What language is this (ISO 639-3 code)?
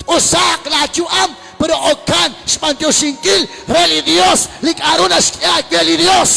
kek